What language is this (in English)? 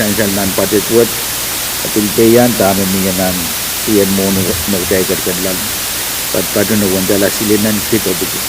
Pohnpeian